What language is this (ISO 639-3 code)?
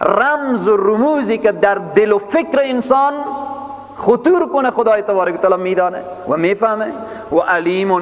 fas